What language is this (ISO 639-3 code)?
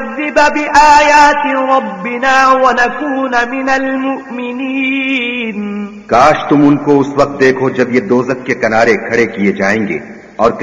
urd